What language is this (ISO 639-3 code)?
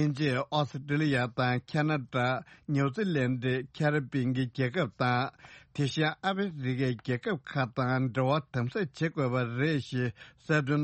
bod